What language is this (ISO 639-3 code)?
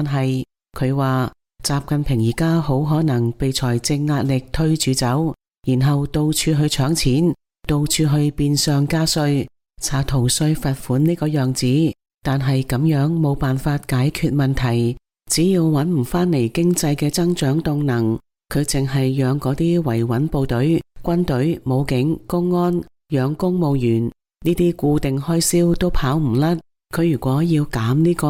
yue